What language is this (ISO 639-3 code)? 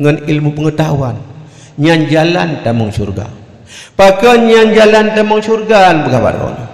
ace